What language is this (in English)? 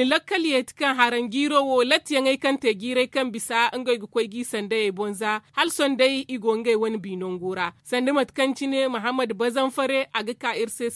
Zarma